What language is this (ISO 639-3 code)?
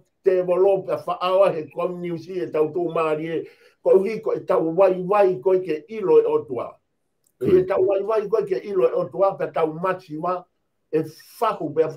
ton